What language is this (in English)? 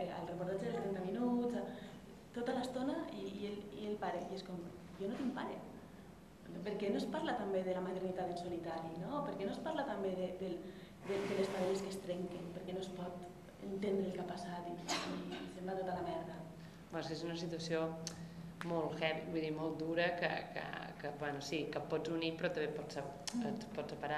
Catalan